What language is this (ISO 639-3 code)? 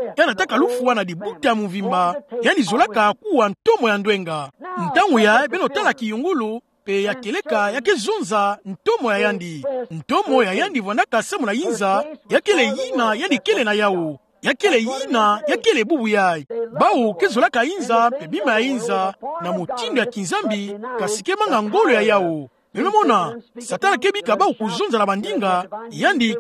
ktu